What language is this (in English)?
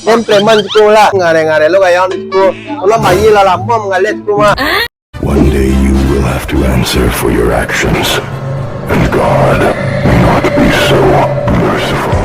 Minangkabau